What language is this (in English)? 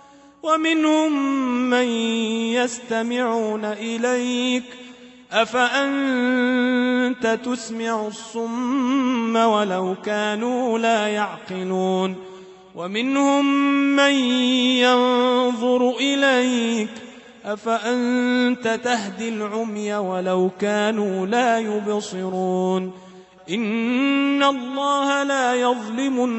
Arabic